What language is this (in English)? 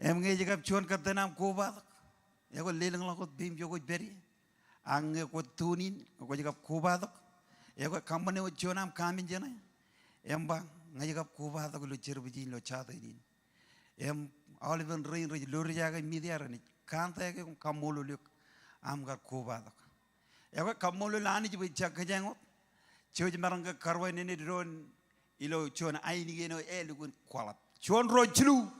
Marshallese